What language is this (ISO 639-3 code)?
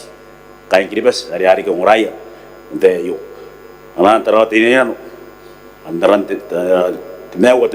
gil